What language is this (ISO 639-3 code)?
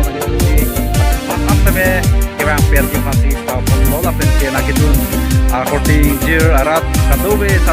mjw